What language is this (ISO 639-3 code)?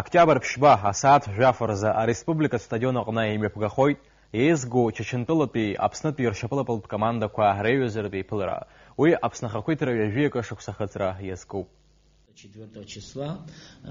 abk